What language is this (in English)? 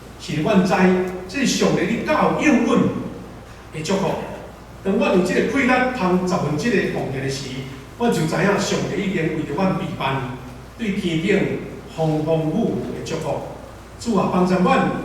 Min Nan Chinese